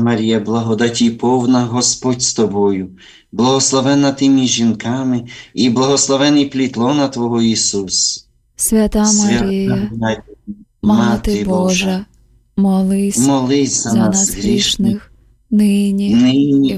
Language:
Ukrainian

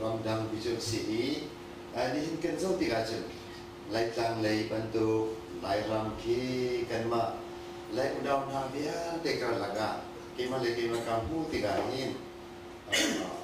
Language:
Hakha Chin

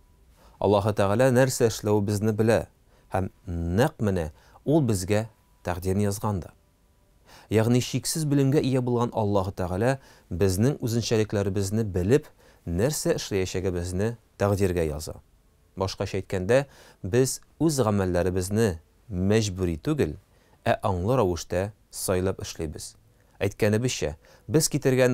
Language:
Tatar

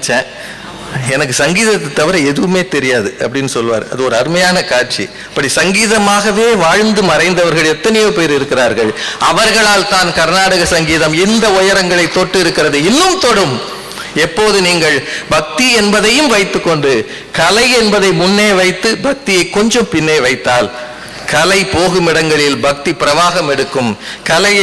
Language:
Tamil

